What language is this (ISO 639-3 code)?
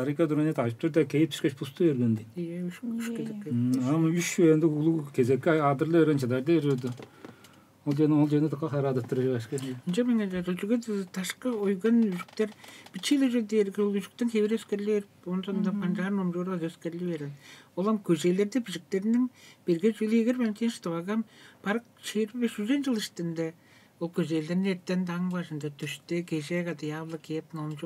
tyv